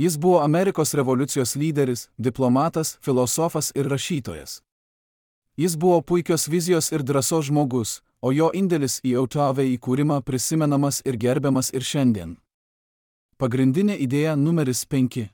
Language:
Lithuanian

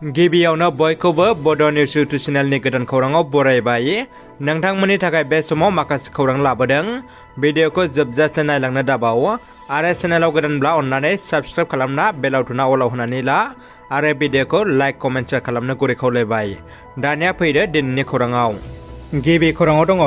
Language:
Bodo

